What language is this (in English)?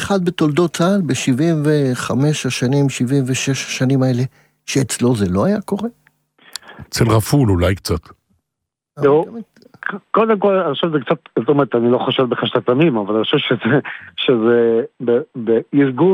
Hebrew